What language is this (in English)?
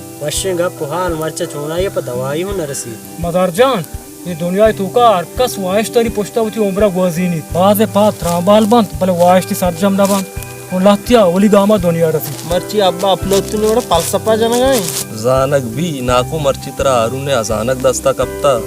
Baluchi